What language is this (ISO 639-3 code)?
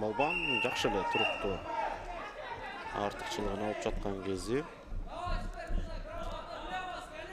kir